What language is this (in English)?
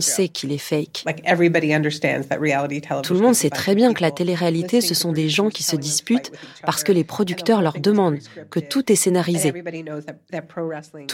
French